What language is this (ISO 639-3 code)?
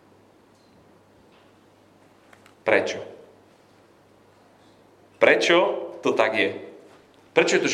slk